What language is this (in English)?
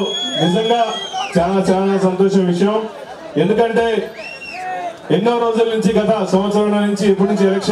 Telugu